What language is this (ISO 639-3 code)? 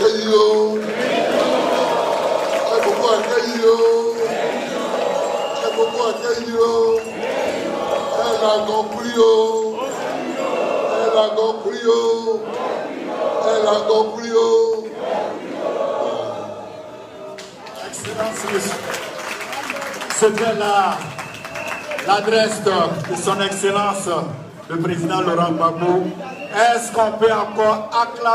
fra